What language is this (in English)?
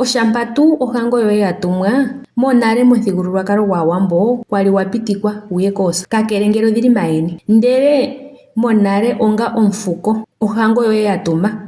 Ndonga